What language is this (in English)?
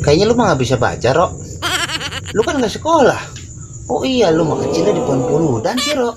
Betawi